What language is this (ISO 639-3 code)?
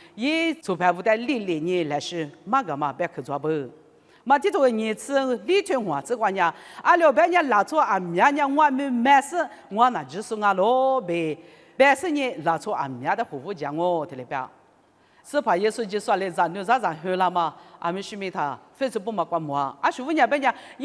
lis